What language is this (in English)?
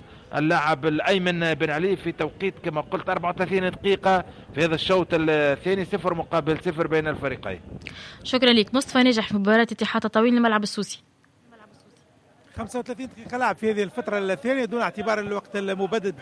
Tunisian Arabic